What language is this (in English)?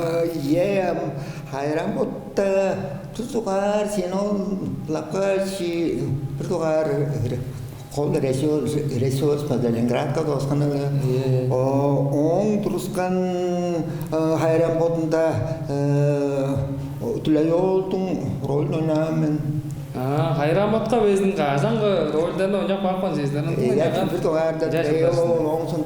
Tuvinian